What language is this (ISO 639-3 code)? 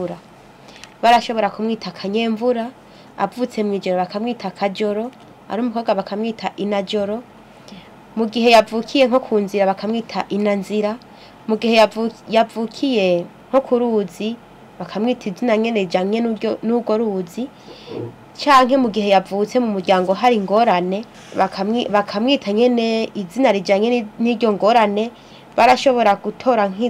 run